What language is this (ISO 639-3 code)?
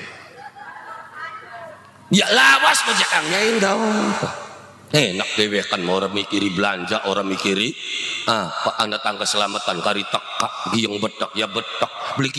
jav